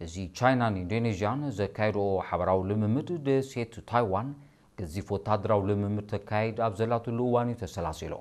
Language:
Tigrinya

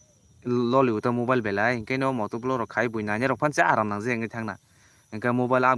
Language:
Kok Borok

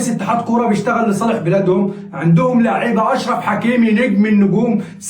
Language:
Egyptian Arabic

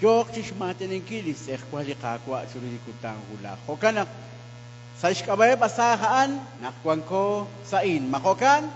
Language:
Kekchí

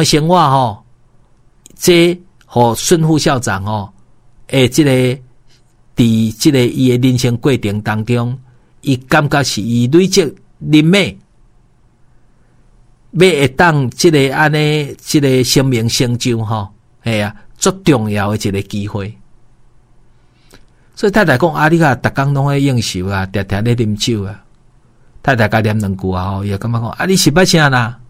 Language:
Min Nan Chinese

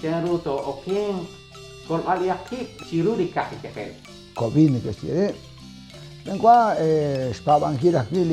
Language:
Kekchí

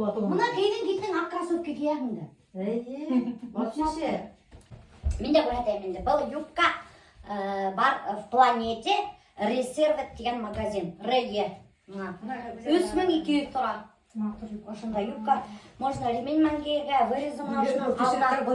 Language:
Bashkir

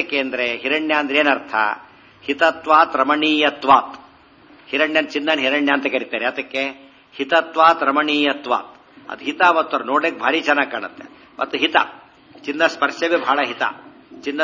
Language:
Kannada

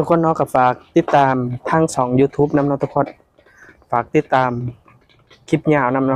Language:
Northeastern Thai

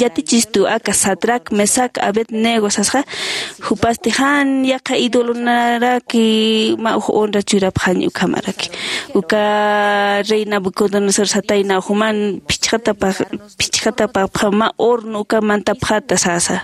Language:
Aymara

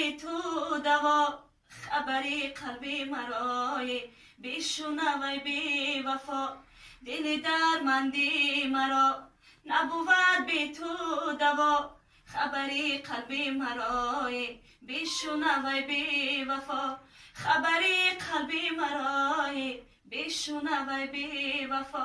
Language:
Tajik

